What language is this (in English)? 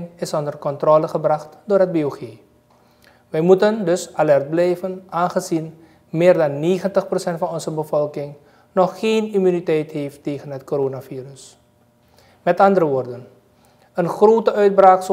Dutch